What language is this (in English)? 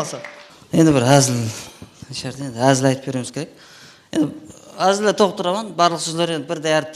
Kara-Kalpak